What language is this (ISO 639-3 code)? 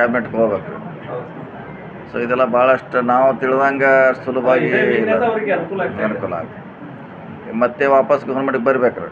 kan